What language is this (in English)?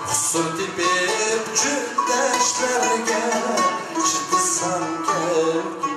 Uyghur